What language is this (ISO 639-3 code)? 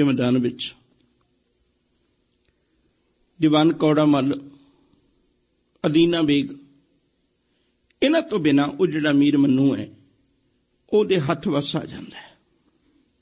pan